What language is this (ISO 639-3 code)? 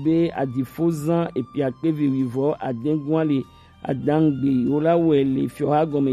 gej